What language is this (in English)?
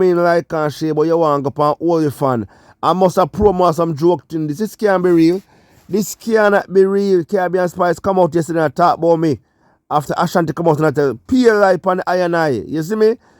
Jamaican Creole English